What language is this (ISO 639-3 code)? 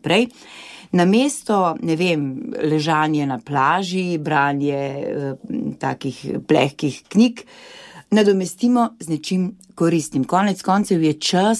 slv